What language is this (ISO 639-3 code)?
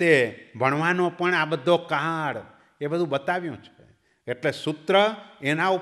guj